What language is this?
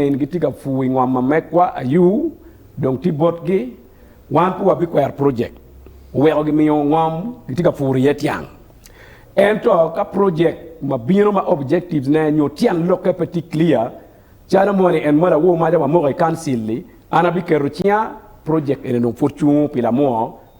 Acoli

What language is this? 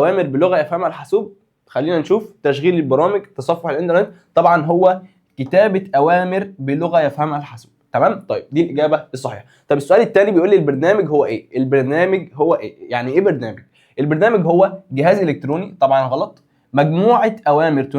Egyptian Arabic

